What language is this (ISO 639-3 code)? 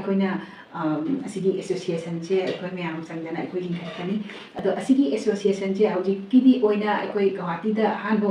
mni